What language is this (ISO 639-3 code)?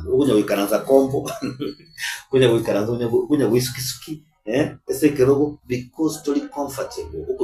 guz